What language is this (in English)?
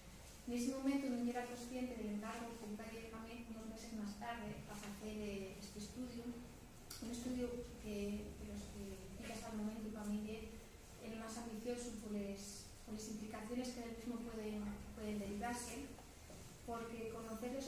Asturian